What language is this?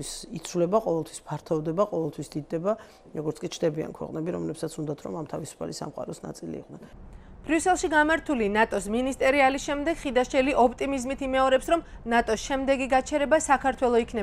Georgian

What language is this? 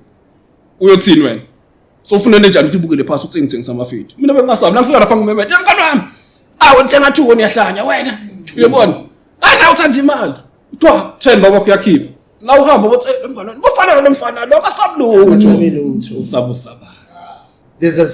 Zulu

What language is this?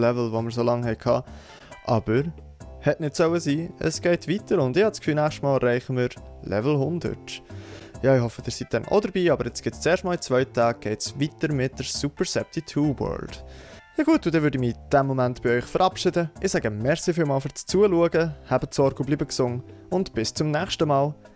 Swiss German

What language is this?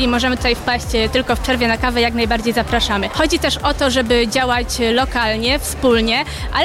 Polish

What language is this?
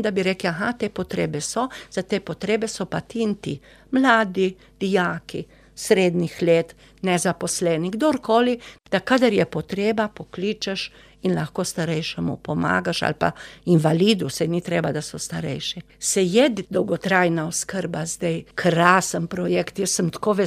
Slovenian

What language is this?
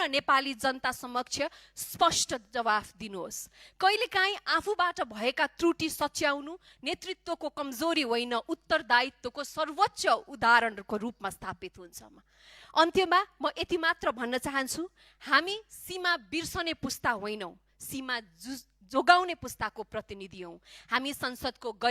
Nepali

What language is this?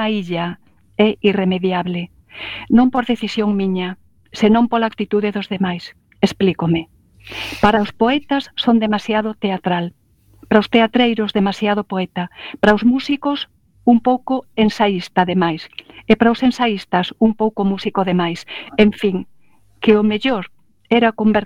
Galician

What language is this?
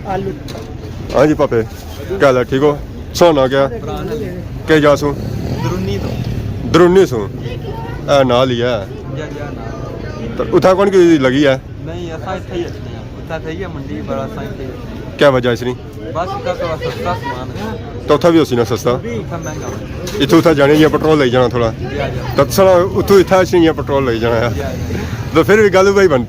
Pahari-Potwari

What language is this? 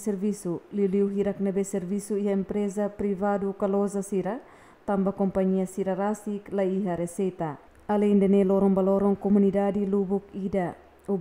Tetum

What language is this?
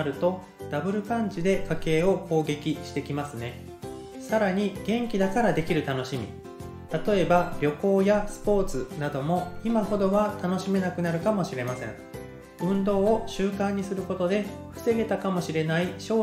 Japanese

